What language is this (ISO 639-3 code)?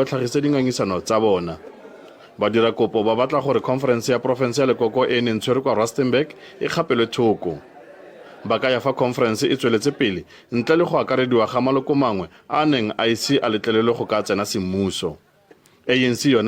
tsn